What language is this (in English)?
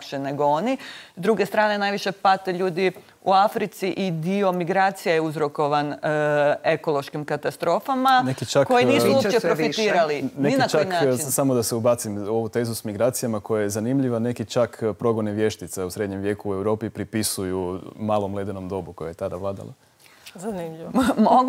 Croatian